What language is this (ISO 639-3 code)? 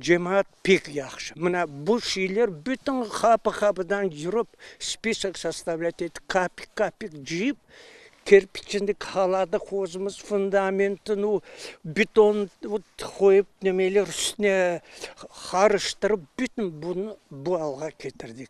crh